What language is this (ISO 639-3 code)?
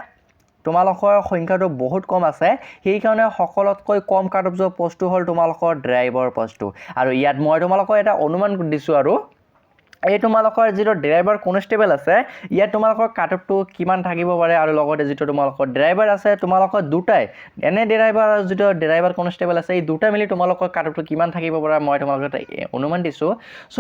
asm